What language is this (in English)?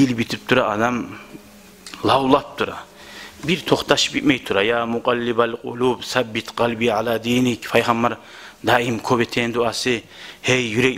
Kumyk